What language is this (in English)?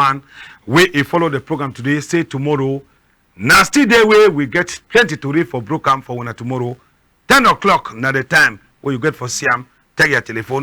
Cameroon Pidgin